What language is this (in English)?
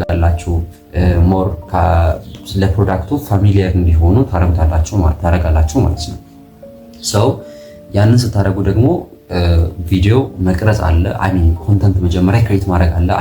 Amharic